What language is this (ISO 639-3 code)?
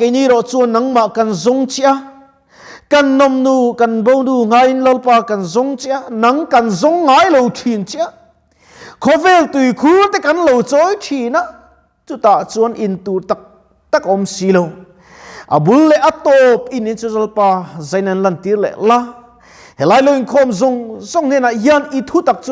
lus